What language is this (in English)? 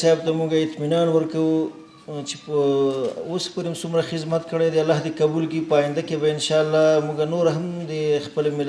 Pashto